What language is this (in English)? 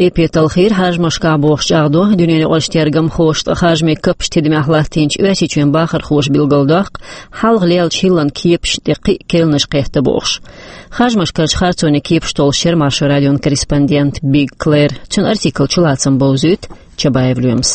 Chechen